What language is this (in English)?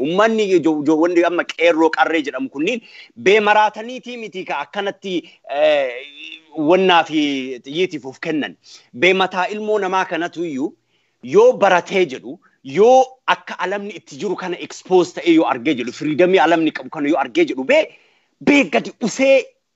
Oromo